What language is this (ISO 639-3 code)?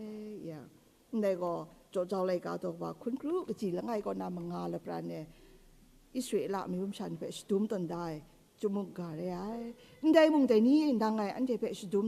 kac